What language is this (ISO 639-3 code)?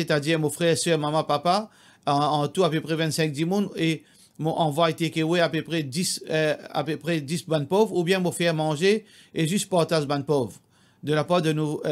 mfe